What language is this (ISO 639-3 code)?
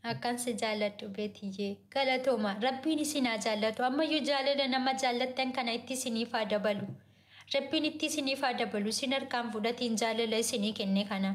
orm